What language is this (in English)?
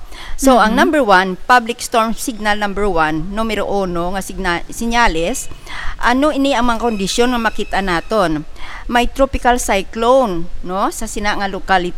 Hiligaynon